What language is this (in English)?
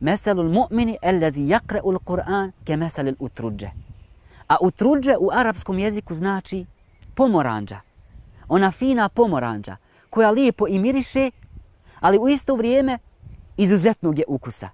Bosnian